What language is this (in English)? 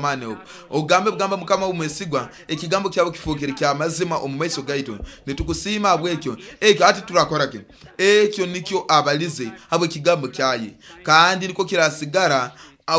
Nyoro